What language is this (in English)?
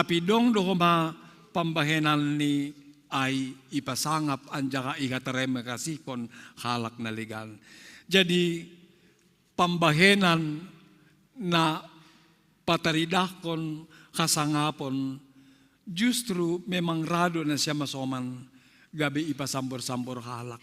Batak Simalungun